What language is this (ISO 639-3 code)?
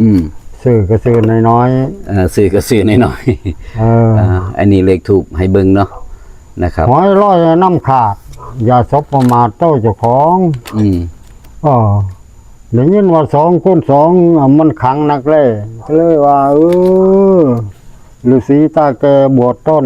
tts